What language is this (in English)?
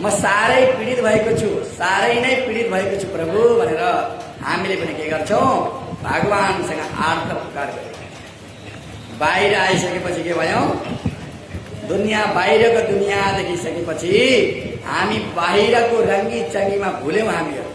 Nepali